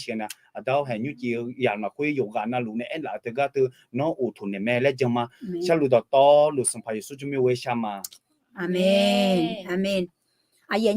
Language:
Akha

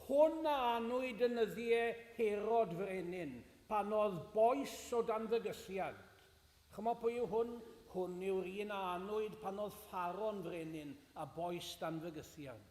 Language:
Welsh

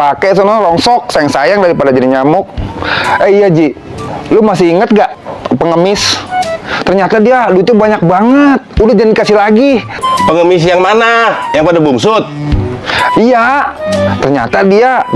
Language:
Betawi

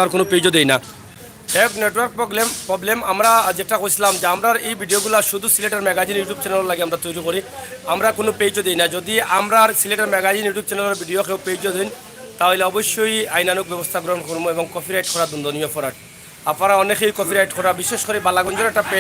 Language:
Sylheti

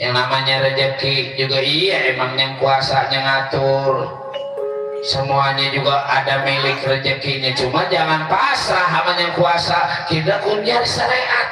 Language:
Betawi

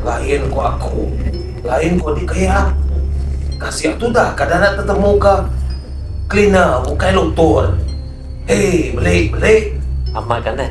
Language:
Iban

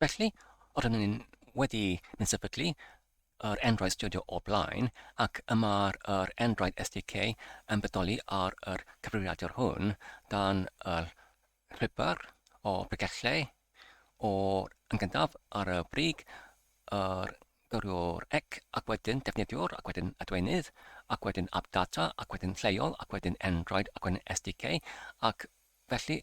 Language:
Welsh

